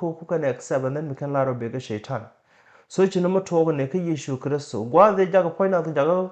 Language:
Nuer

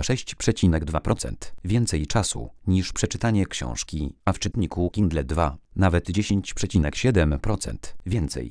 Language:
Polish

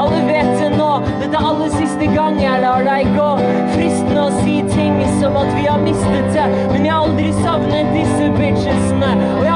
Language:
Norwegian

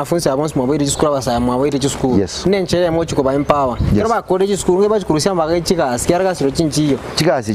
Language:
Gusii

